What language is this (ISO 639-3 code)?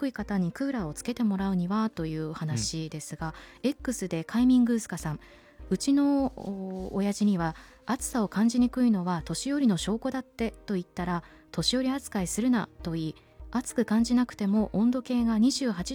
jpn